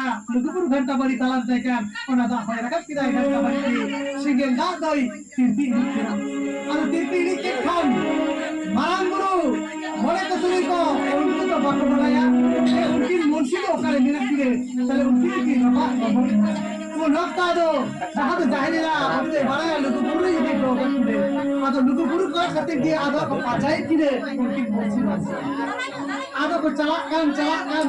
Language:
Santali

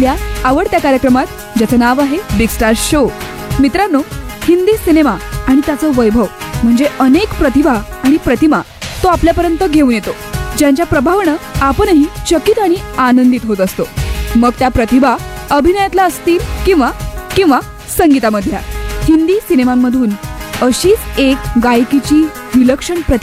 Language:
Marathi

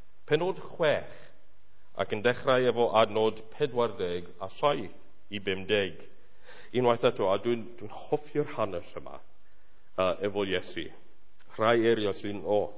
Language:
Welsh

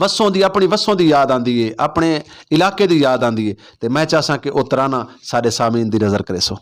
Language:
Saraiki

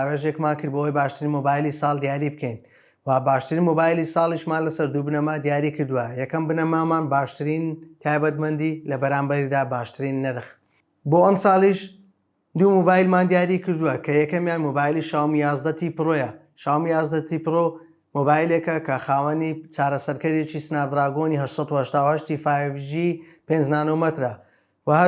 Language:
Central Kurdish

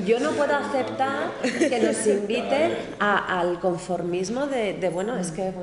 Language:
Spanish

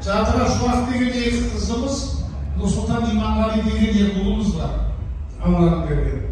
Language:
Kazakh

